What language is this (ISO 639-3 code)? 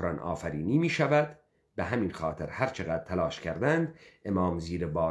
fas